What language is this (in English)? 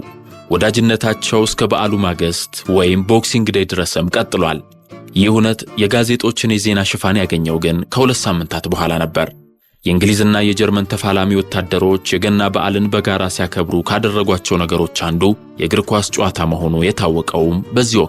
Amharic